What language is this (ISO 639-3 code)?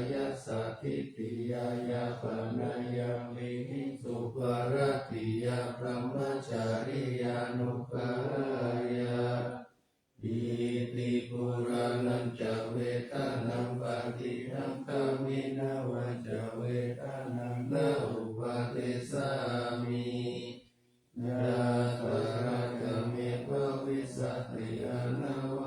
pli